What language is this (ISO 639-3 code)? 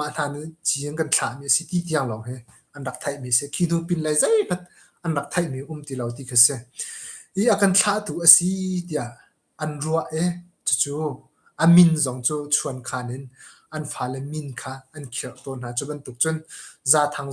cnh